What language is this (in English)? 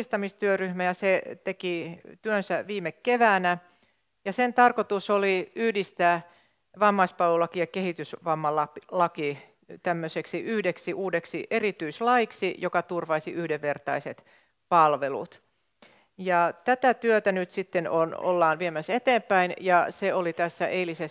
Finnish